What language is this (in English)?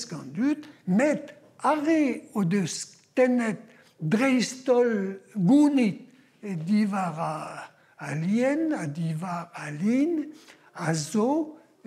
Breton